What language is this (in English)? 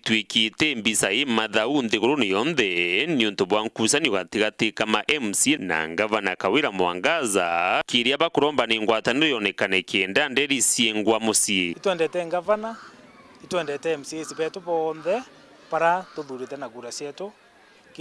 Meru